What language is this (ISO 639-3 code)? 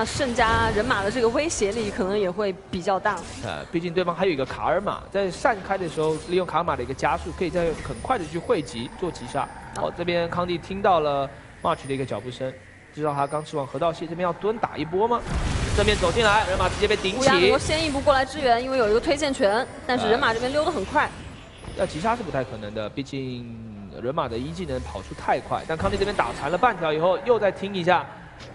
zho